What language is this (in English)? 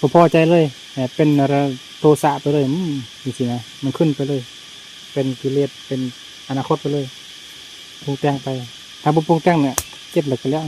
Lao